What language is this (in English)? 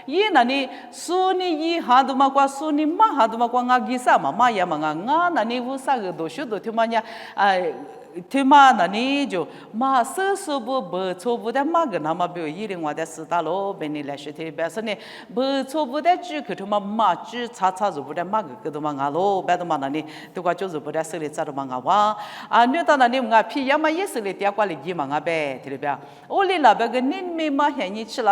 Lisu